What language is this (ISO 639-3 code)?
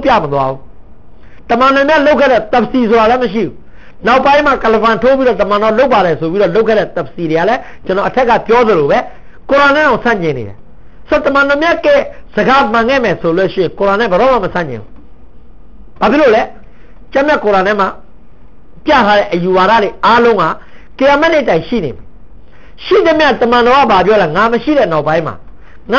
mya